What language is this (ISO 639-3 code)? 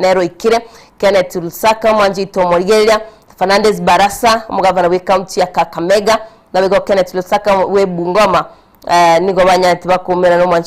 guz